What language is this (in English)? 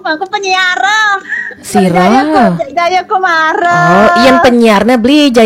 Balinese